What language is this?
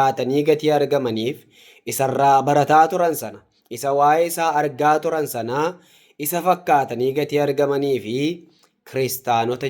Oromo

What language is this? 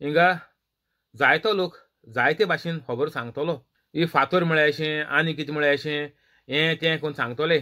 Konkani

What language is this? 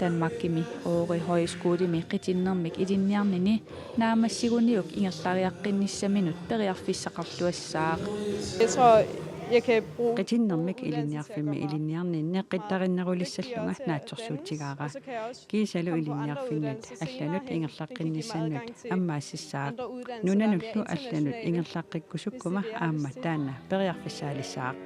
Kalaallisut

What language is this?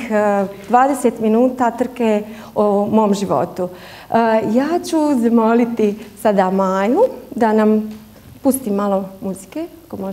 Bosnian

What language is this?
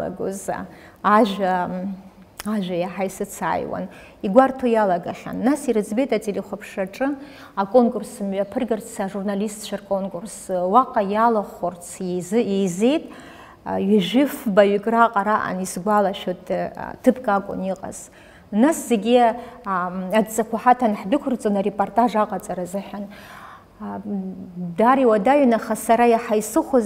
Abkhazian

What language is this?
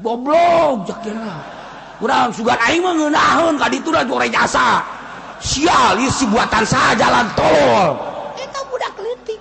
Sundanese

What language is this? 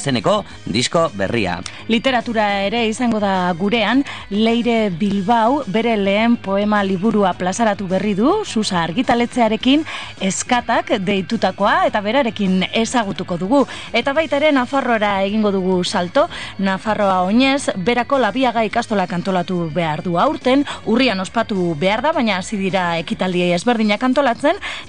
Basque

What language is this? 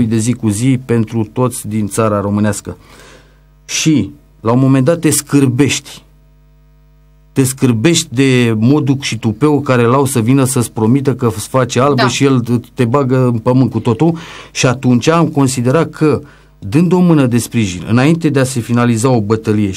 Romanian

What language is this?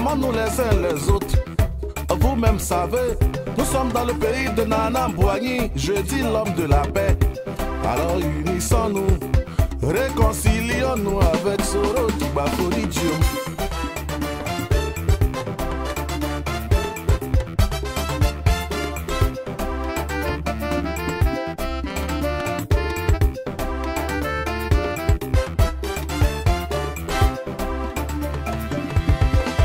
French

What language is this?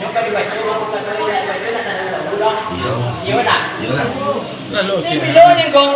Minangkabau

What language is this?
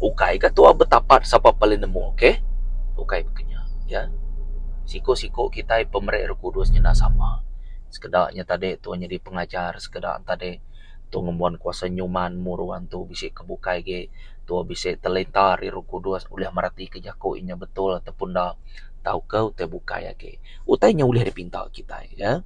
Iban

